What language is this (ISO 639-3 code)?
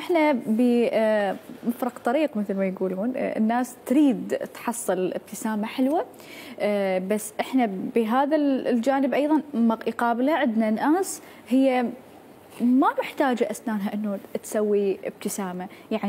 acm